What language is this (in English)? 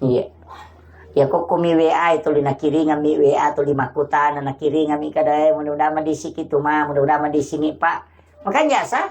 Buginese